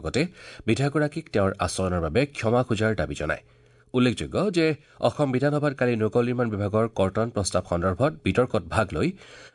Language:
Assamese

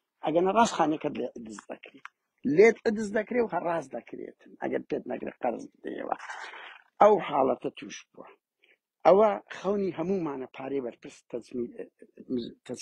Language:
Central Kurdish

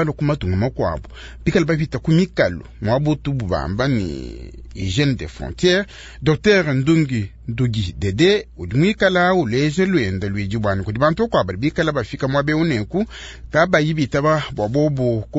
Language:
Luba-Lulua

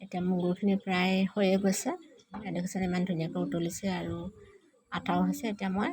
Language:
Assamese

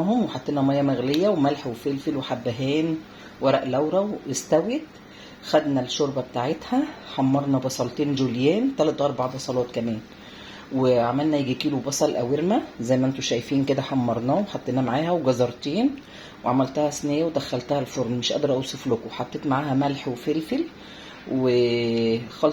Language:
Egyptian Arabic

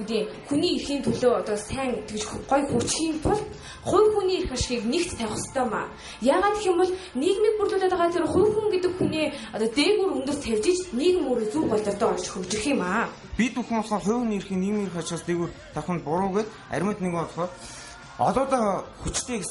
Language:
Mongolian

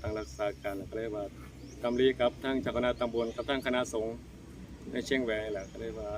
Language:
Northeastern Thai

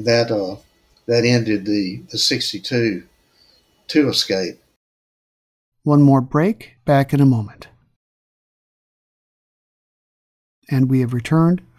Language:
English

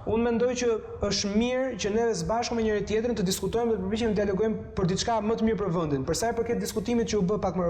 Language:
Albanian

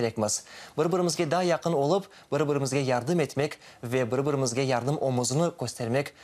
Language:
Crimean Tatar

